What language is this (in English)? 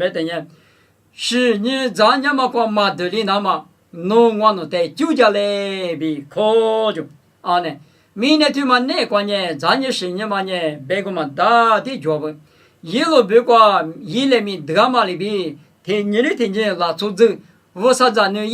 Lisu